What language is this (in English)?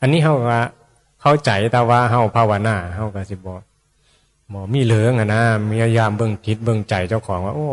Northeastern Thai